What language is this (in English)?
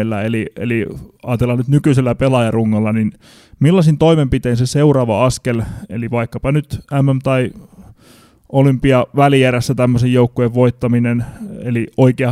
Finnish